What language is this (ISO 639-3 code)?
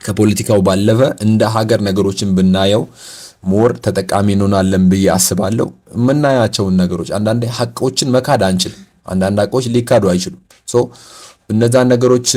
amh